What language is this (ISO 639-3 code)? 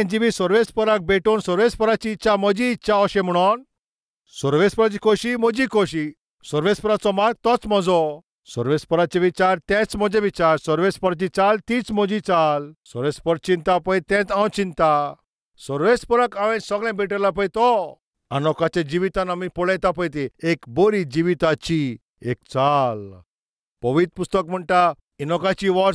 kok